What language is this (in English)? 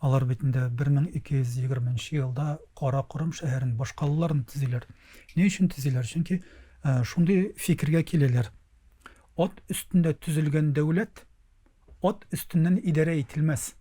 Tatar